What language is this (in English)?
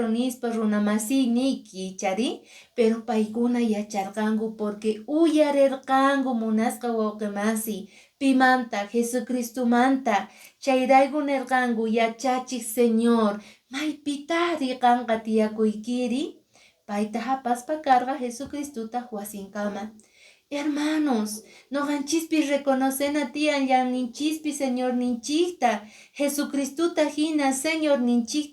Quechua